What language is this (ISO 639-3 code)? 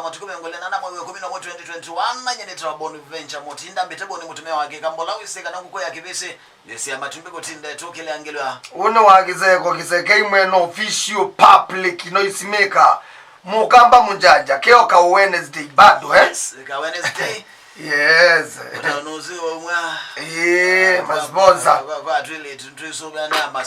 kam